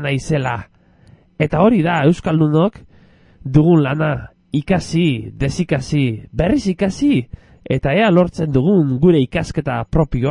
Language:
Basque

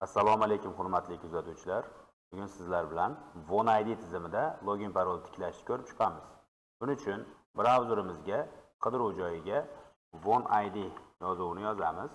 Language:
Uzbek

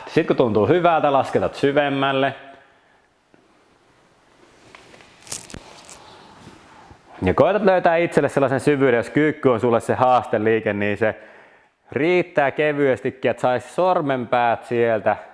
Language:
Finnish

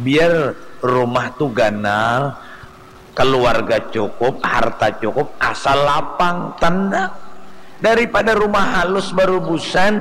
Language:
Banjar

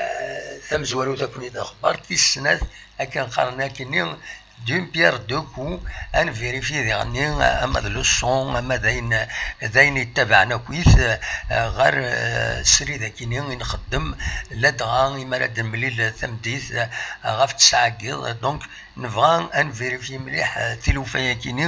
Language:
Kabyle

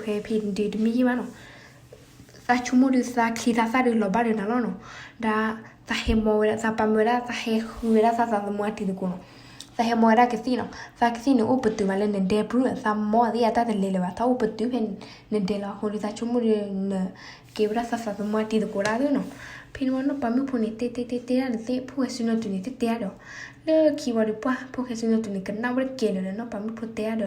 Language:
S'gaw Karen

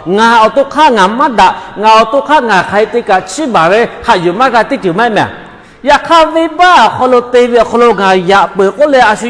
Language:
Lahu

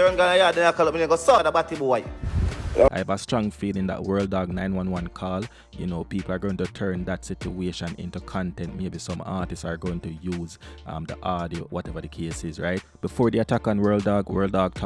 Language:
Jamaican Creole English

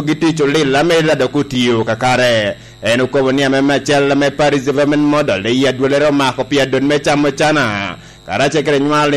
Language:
Lango (Uganda)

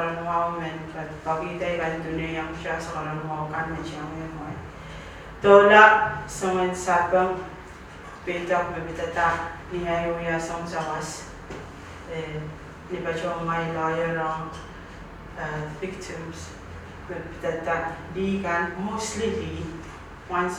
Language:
Pohnpeian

